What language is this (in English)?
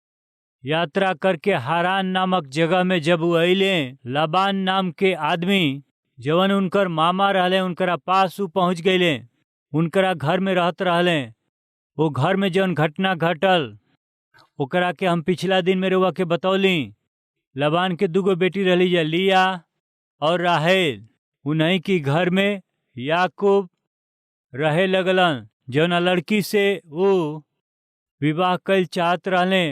Bhojpuri